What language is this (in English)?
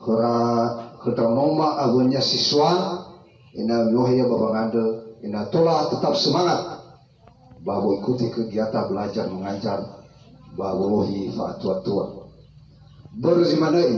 Nias